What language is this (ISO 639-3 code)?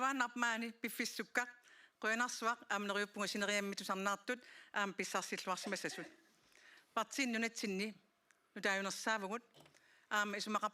kal